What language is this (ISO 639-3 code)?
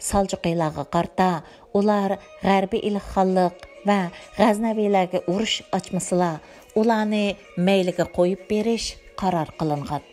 uig